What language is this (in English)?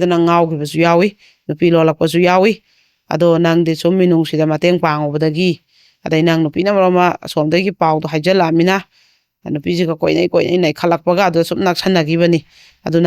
Manipuri